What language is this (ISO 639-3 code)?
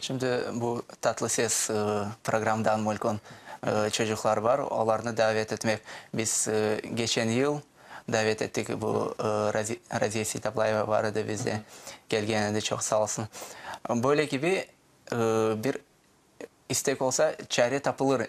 crh